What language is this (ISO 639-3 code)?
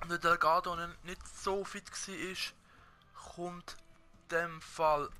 gsw